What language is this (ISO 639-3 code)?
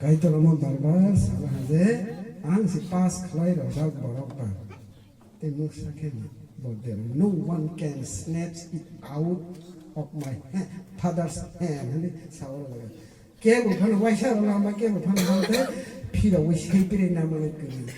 trp